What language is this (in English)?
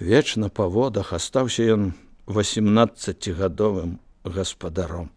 Belarusian